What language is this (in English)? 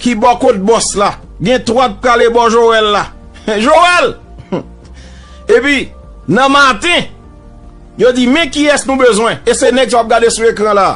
Haitian Creole